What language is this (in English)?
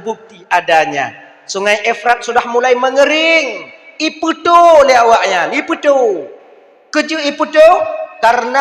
Achinese